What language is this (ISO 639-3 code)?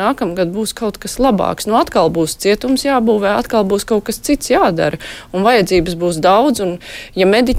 lav